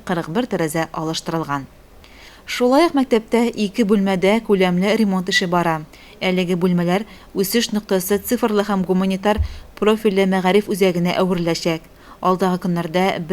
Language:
Tatar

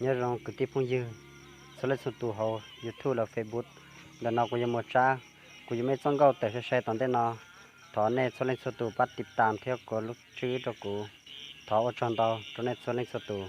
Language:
Hmong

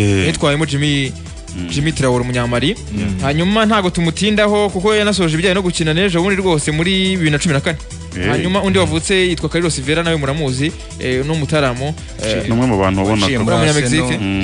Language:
Kinyarwanda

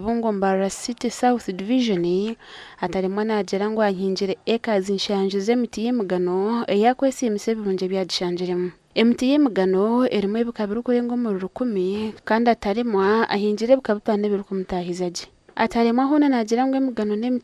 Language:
Nyankole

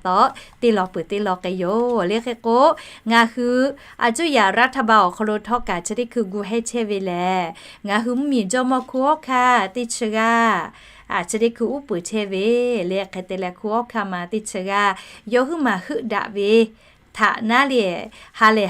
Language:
Lahu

